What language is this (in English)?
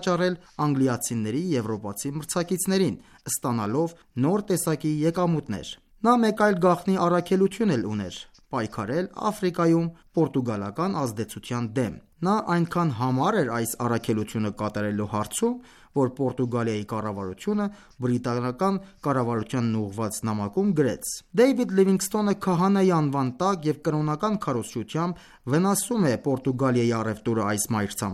Armenian